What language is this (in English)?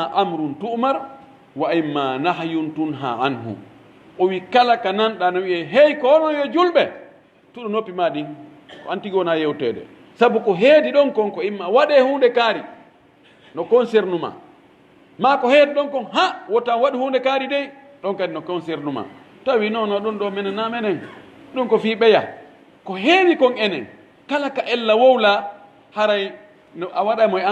Pular